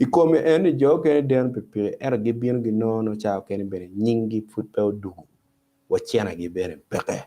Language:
Acoli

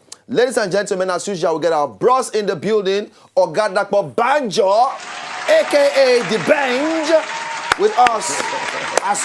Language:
Nigerian Pidgin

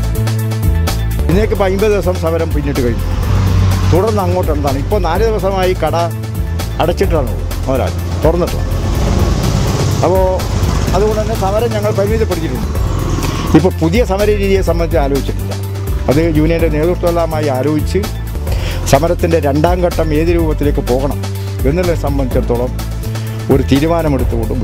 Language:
Malayalam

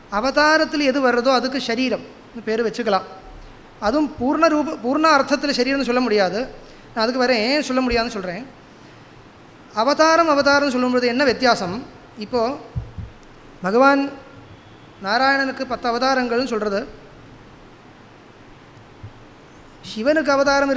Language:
Tamil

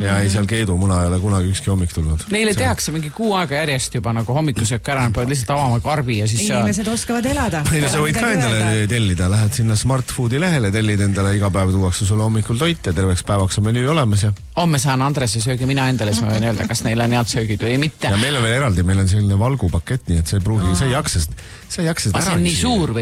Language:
Estonian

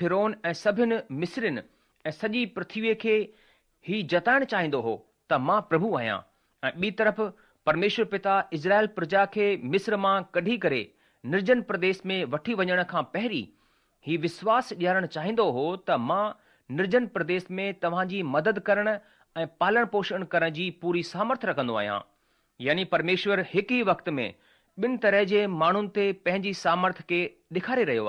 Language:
Sindhi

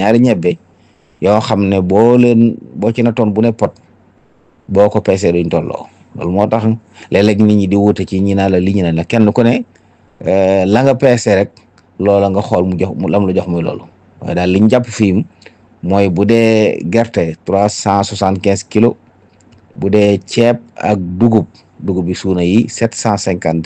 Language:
Wolof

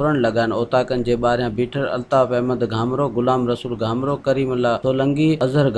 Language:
Sindhi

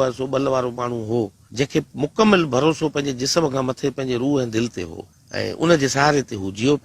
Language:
Sindhi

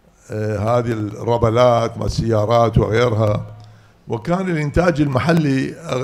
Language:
Mesopotamian Arabic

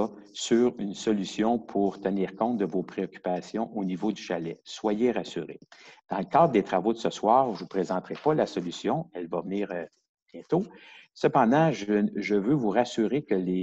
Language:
French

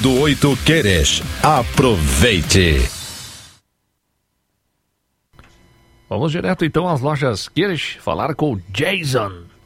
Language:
Portuguese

